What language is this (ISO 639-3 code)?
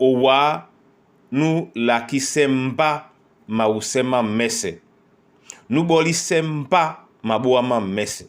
dua